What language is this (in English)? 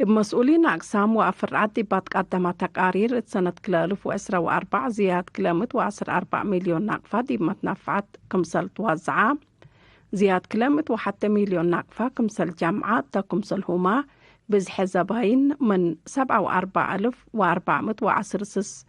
Tigre